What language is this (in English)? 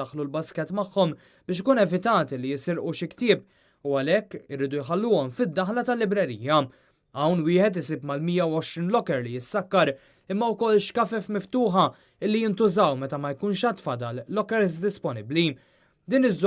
Maltese